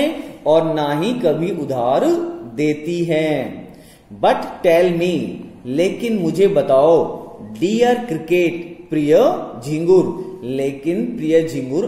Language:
Hindi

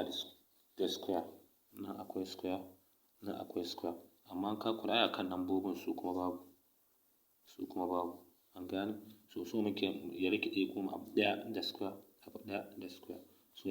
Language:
Hausa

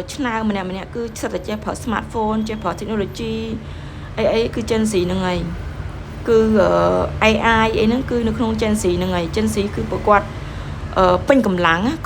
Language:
Khmer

